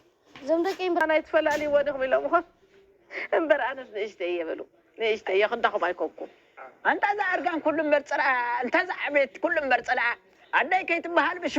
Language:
Tigrinya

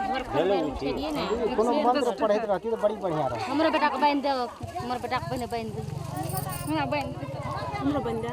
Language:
Maithili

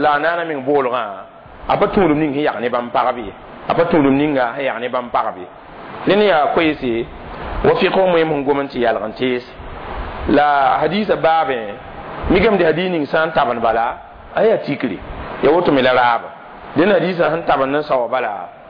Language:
Mossi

